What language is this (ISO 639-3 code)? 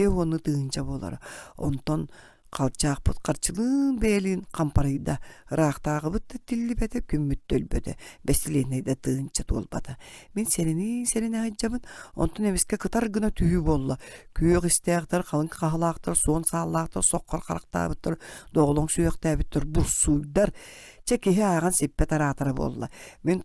sah